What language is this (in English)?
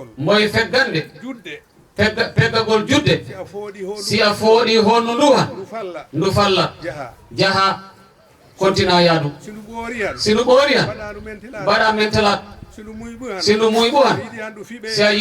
Fula